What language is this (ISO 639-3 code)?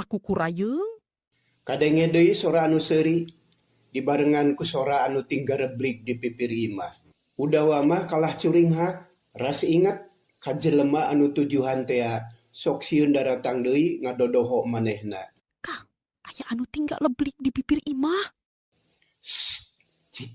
sun